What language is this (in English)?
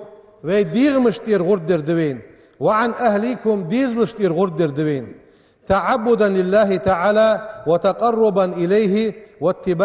Ingush